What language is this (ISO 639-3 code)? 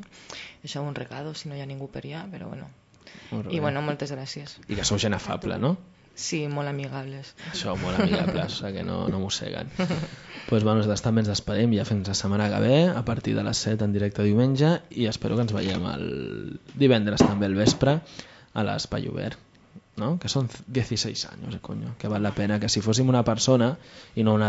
cat